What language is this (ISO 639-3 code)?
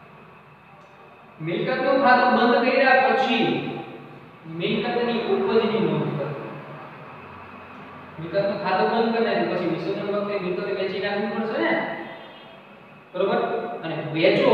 guj